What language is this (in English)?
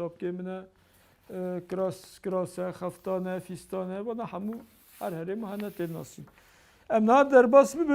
Kurdish